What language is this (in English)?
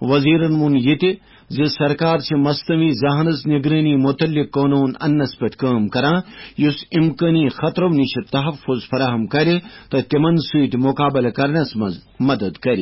Kashmiri